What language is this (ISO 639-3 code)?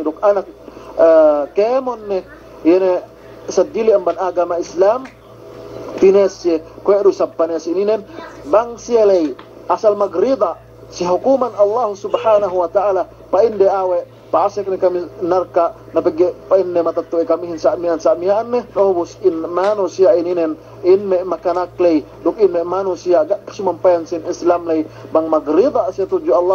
yka